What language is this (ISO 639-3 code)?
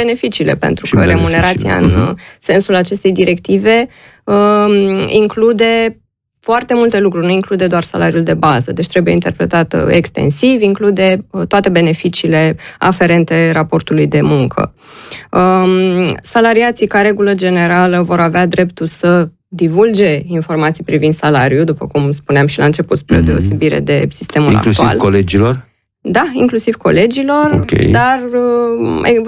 ron